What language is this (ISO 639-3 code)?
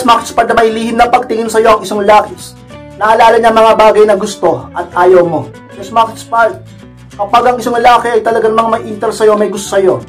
fil